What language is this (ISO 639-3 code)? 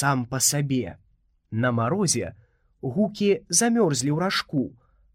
bel